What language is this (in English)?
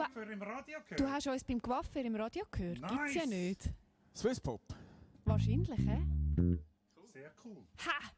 Swiss German